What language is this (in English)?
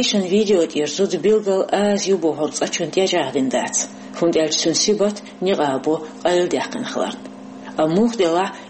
Chechen